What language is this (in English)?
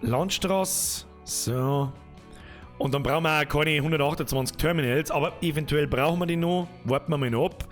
Bavarian